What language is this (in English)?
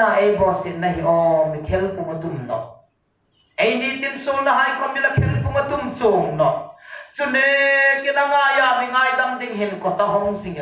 Hmar